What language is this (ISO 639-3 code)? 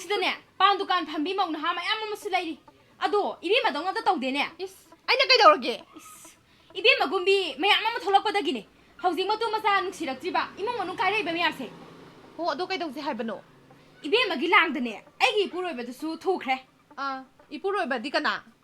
mni